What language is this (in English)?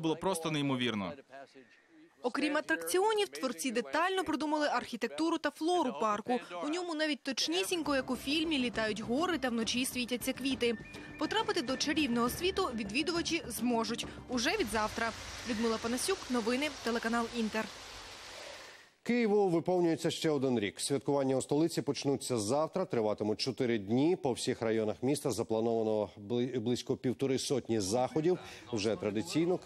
Ukrainian